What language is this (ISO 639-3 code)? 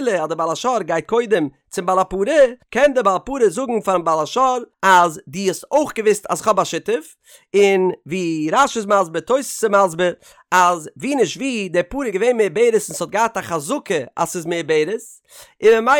yid